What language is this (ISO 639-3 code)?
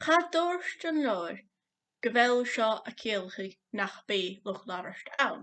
gla